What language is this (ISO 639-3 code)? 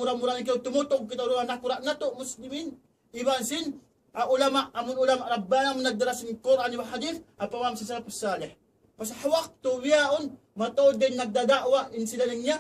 tsg